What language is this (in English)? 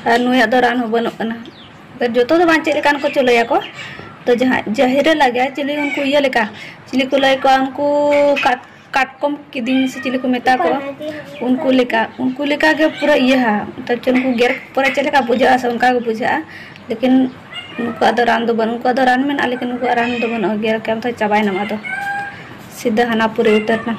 Santali